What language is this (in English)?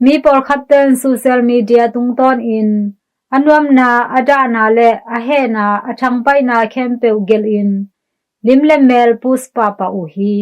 Tedim Chin